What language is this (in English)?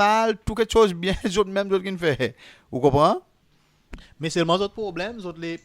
Seselwa Creole French